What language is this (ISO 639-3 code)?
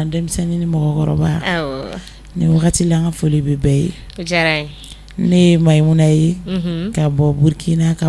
bam